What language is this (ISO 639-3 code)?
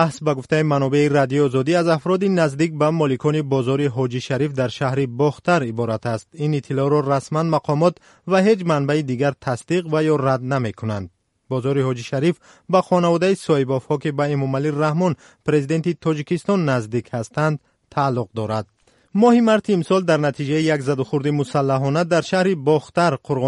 tgk